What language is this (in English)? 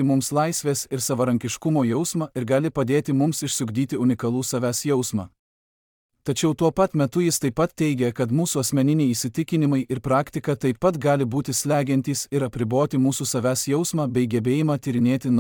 Lithuanian